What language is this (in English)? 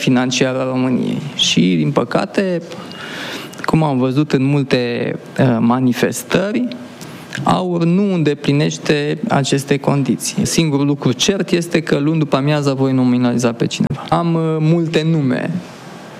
Romanian